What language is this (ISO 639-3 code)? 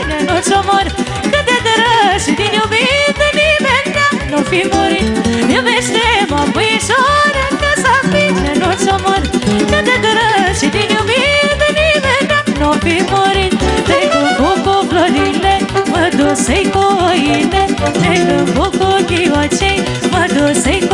ron